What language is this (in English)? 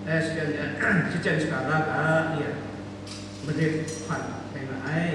Kachin